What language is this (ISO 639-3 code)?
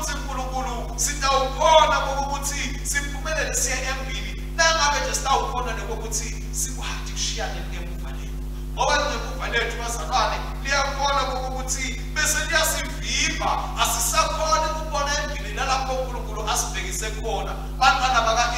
ssw